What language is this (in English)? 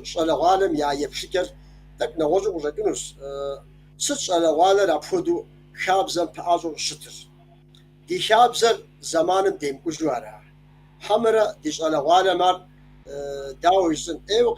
Kabardian